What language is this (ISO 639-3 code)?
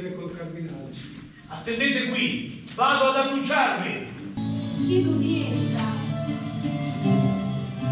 ita